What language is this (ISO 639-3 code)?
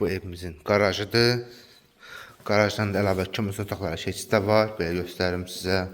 aze